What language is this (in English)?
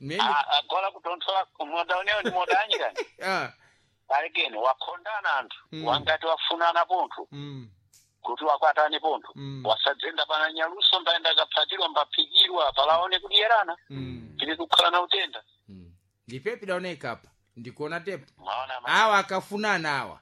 Sena